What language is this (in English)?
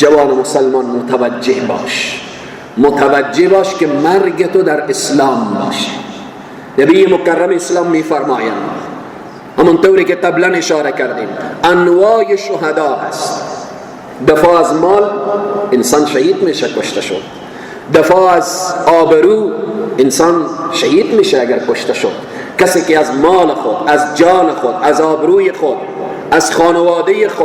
Persian